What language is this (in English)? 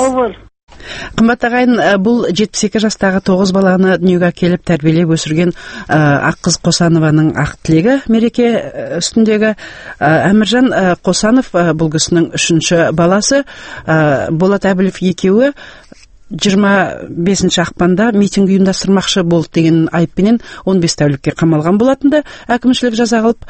Kazakh